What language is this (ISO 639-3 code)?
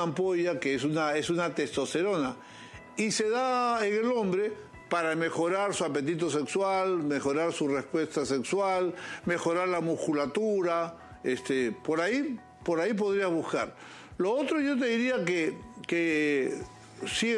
spa